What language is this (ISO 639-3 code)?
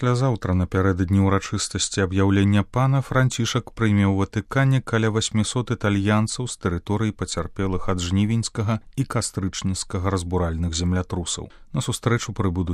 bel